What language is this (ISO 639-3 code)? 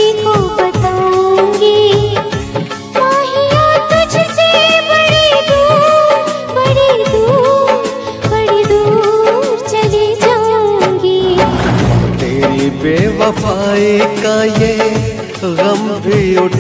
hin